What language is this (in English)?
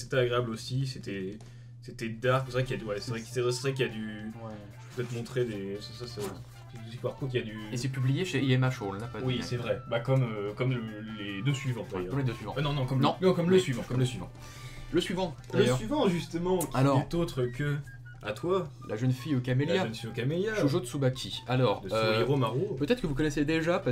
French